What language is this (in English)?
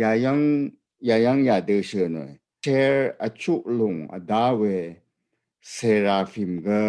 Rawang